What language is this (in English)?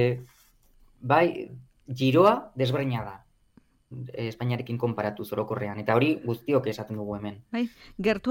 Basque